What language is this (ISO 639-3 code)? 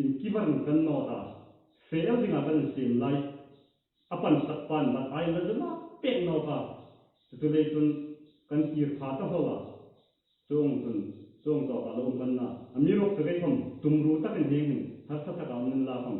hmr